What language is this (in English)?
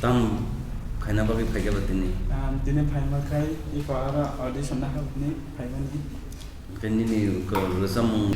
Kok Borok